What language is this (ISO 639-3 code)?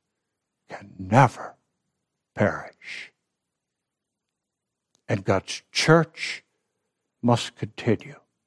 eng